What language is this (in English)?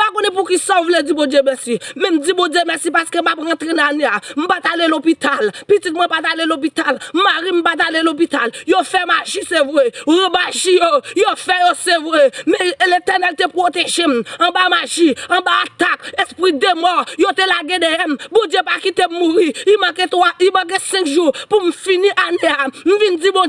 Haitian Creole